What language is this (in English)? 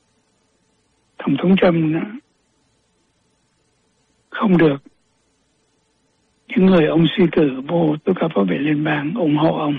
Vietnamese